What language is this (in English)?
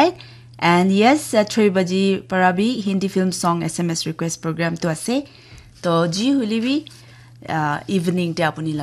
Naga Pidgin